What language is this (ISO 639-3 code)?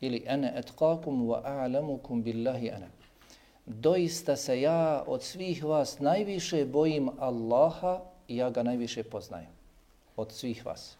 bos